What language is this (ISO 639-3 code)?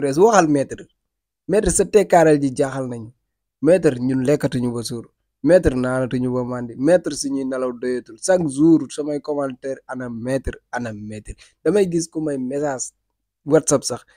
wol